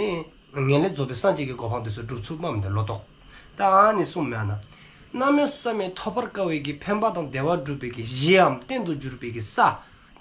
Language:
Dzongkha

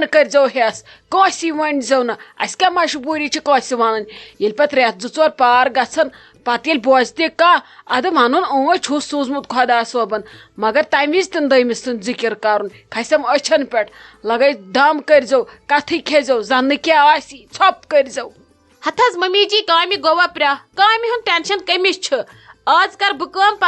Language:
Kashmiri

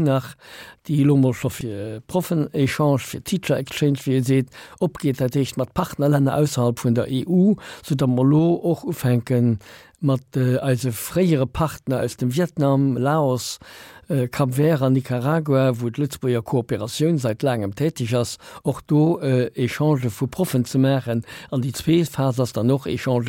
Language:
Luxembourgish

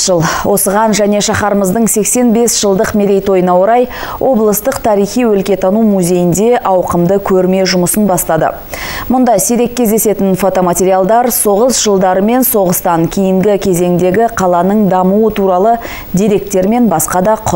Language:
Kazakh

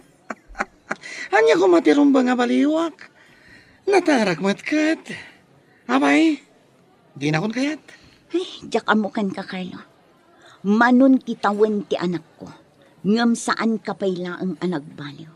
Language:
Iloko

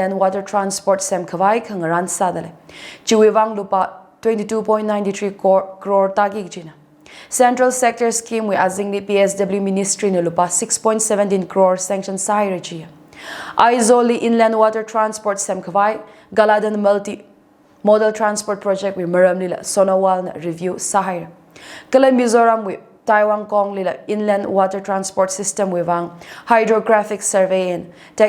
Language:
Tangkhul Naga (India)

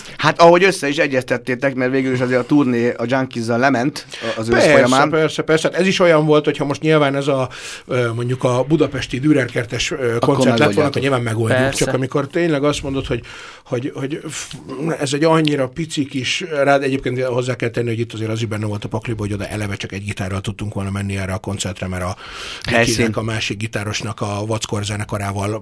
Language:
Hungarian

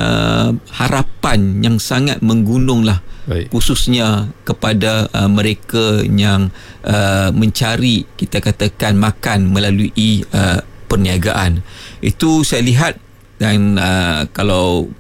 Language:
Malay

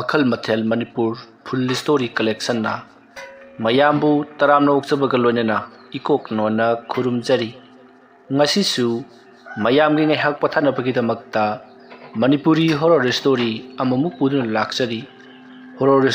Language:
Manipuri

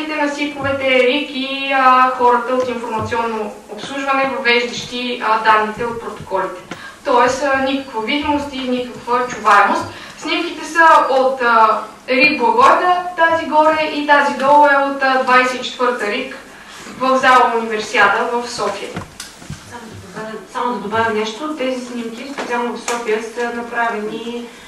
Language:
Bulgarian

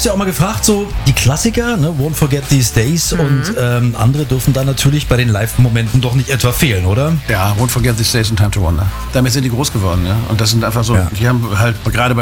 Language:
German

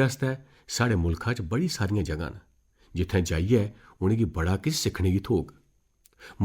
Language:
Dogri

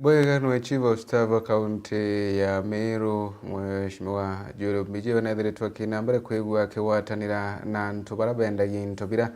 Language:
Meru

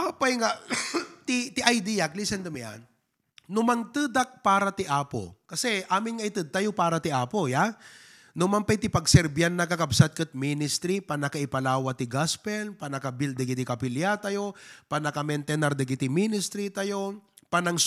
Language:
Iloko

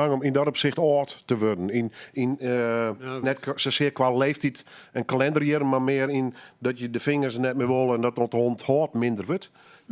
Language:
Western Frisian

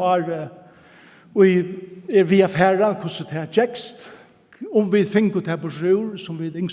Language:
Faroese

